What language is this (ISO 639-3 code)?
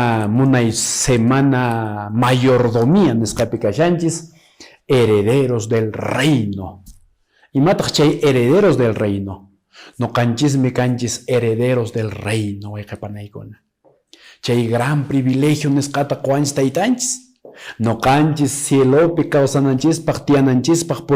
que